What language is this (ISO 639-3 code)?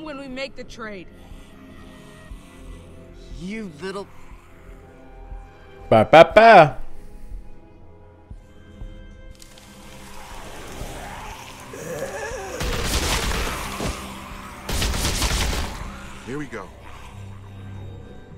fin